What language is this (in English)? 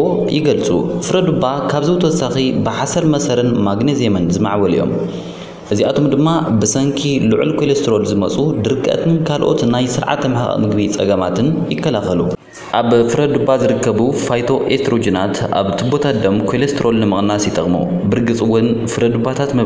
Tigrinya